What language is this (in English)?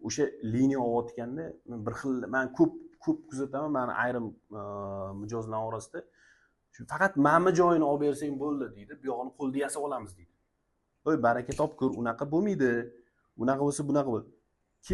Uzbek